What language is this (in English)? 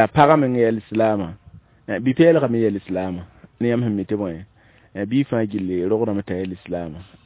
Mossi